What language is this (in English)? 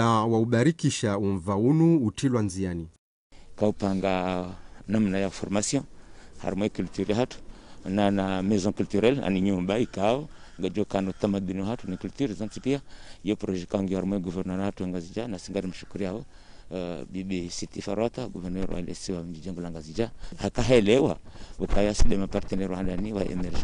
Ngazidja Comorian